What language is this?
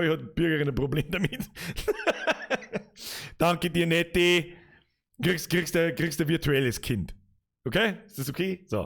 Bavarian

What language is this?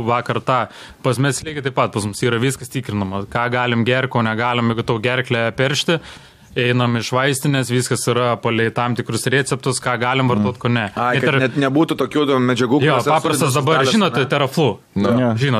Lithuanian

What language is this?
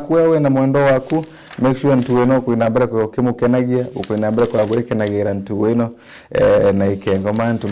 Meru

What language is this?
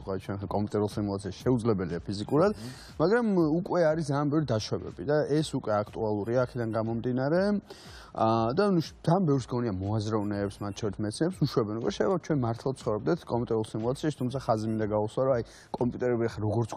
Georgian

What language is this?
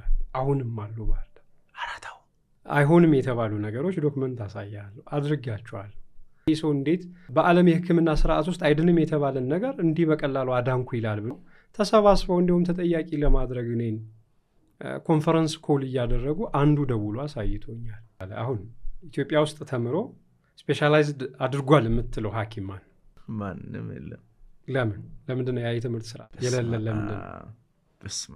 Amharic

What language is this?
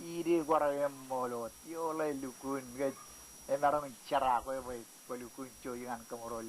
Marshallese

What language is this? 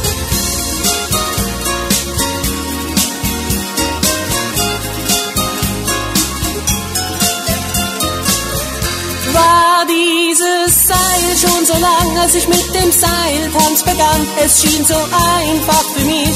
German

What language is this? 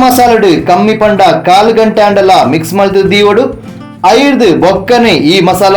Tulu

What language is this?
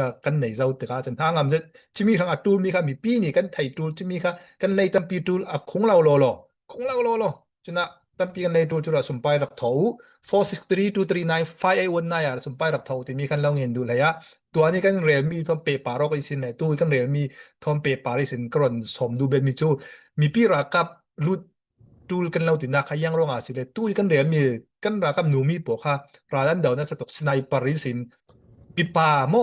Falam Chin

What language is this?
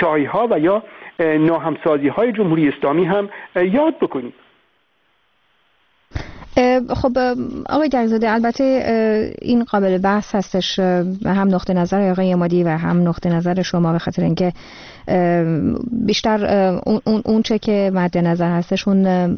Persian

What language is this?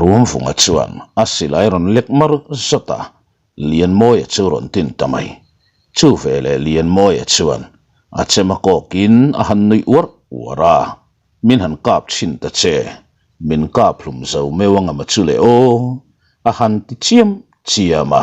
Mizo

